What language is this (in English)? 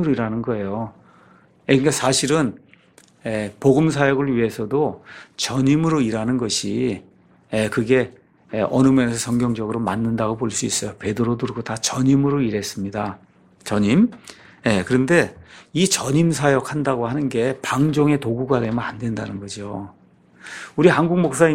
Korean